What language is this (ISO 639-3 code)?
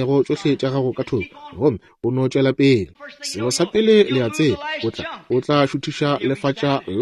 nso